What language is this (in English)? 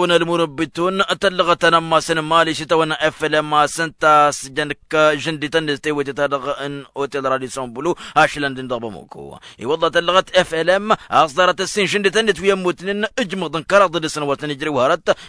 Tamasheq